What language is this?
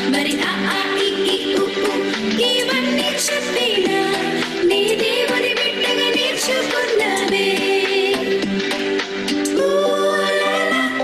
Telugu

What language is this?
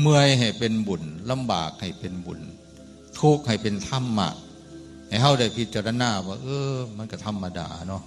Northeastern Thai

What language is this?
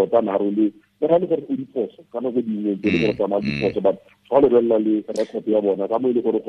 Tswana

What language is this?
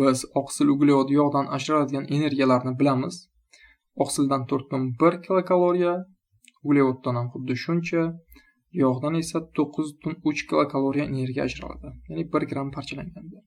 Uzbek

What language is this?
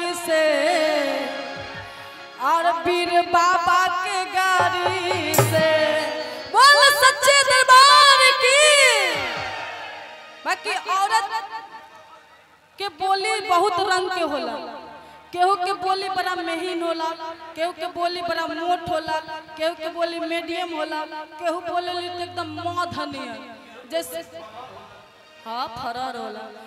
Bhojpuri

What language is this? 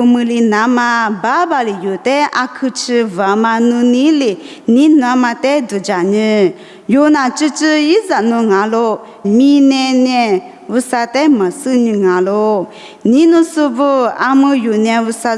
Lisu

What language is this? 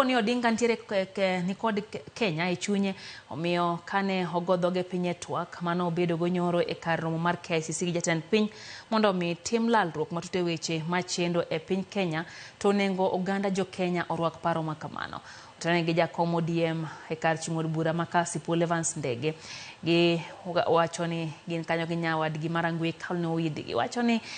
Luo (Kenya and Tanzania)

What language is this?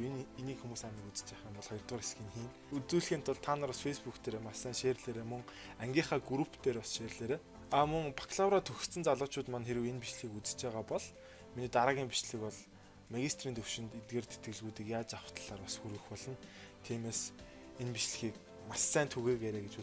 Mongolian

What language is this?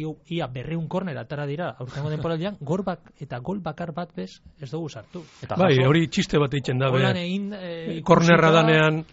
Basque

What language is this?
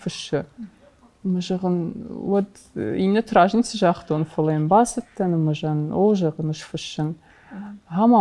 Ossetic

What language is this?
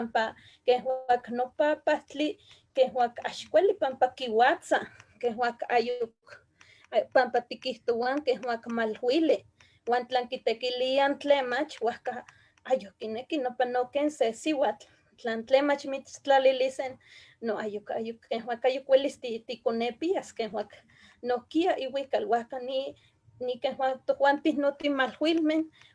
Eastern Huasteca Nahuatl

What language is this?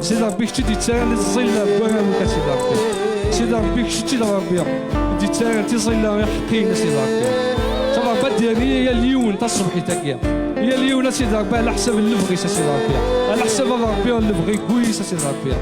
Kabyle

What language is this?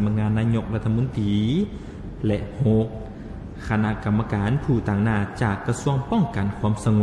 Lao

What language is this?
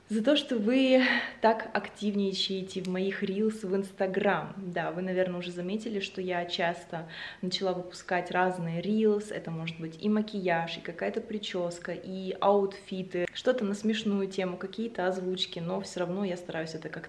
Russian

